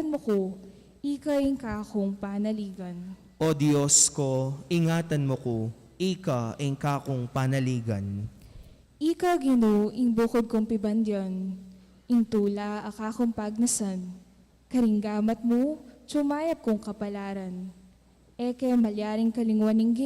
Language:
Pampanga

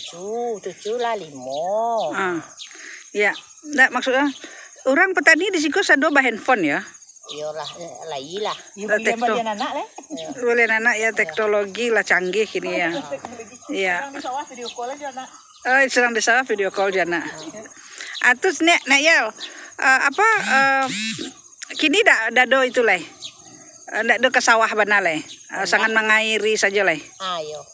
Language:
Minangkabau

